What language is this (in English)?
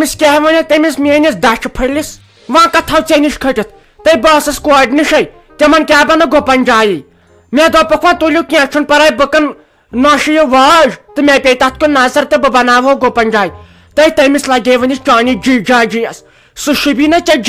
Kashmiri